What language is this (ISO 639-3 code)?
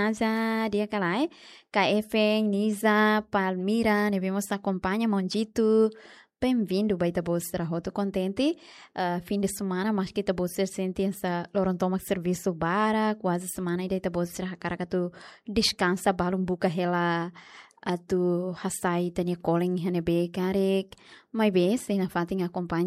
tet